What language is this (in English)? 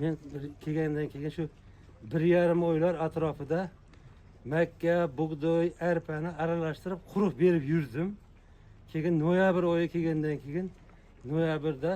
Uzbek